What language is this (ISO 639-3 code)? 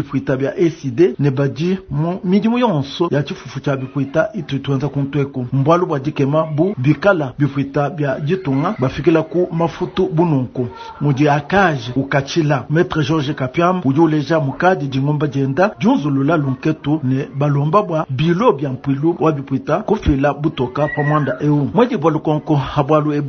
lua